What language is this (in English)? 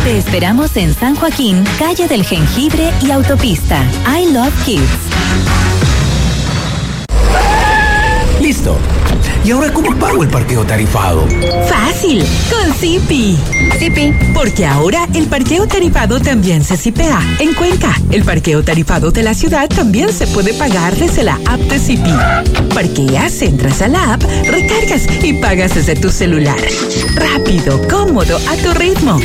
Spanish